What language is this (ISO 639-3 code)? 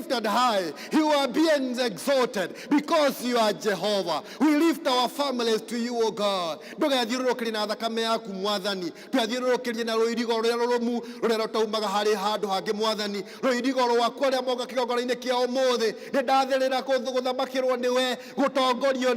kik